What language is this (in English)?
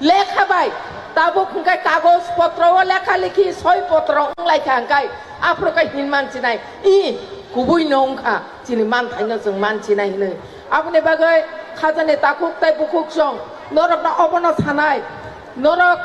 Kok Borok